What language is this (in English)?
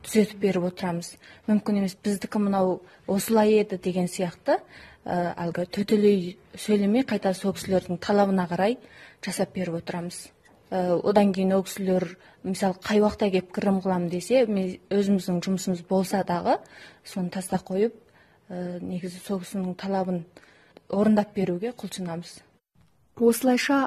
Kazakh